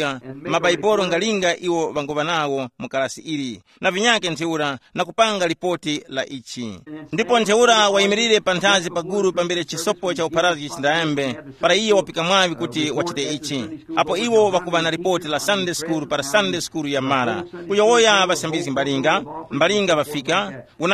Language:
Tumbuka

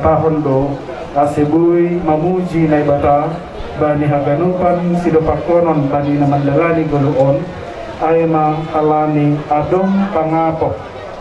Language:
Batak Simalungun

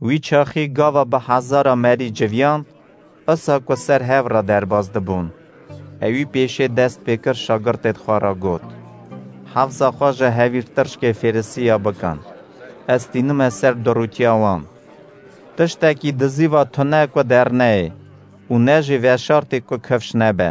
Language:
Kurdish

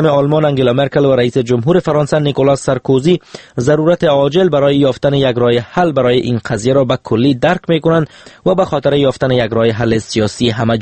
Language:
Persian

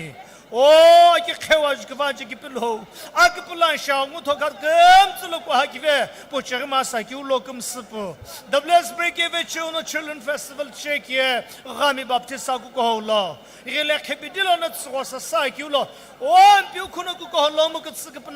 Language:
Sumi Naga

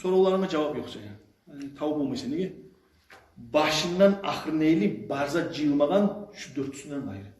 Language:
Kumyk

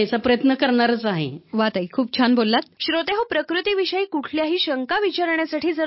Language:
Marathi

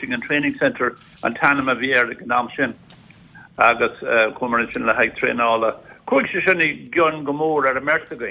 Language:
Irish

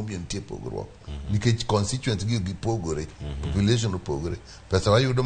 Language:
Luo (Kenya and Tanzania)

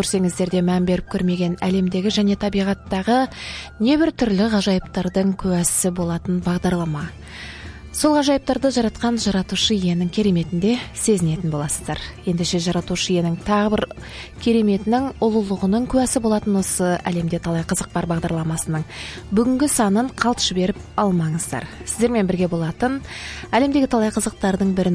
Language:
Kazakh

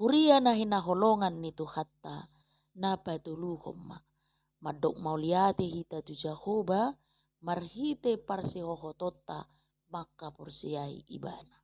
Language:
Batak Toba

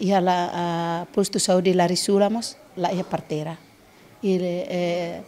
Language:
Tetum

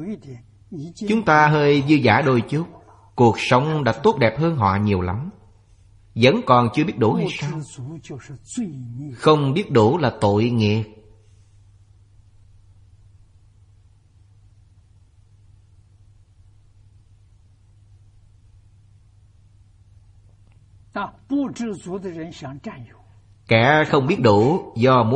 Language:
Vietnamese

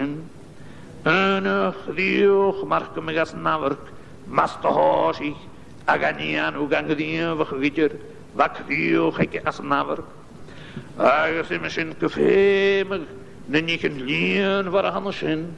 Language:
Scottish Gaelic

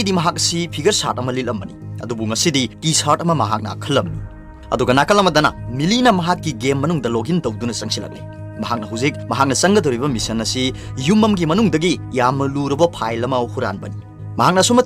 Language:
Manipuri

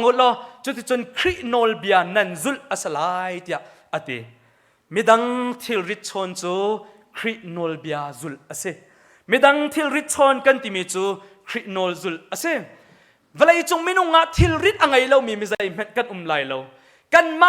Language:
Hakha Chin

